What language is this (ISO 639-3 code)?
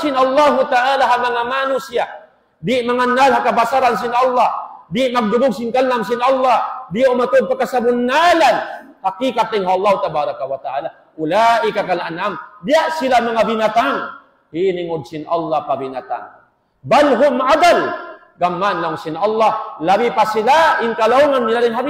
tsg